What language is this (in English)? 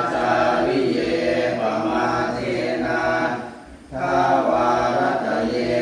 Pali